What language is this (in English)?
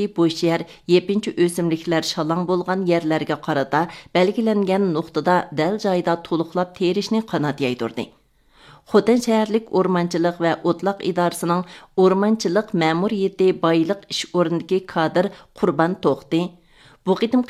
Uyghur